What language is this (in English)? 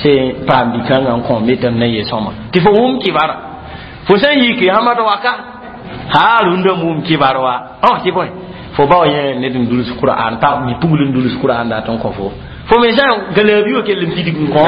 Mossi